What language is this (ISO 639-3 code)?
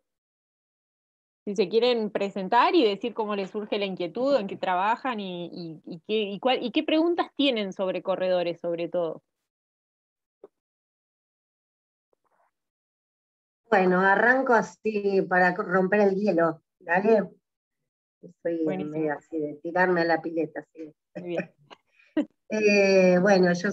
spa